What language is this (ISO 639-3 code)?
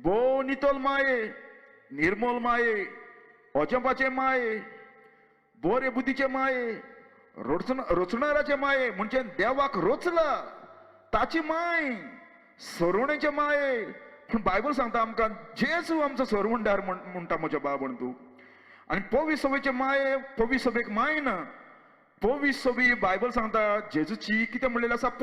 kok